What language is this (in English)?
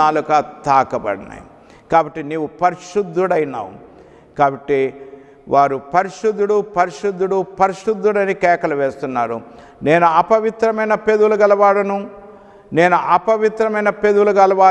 Telugu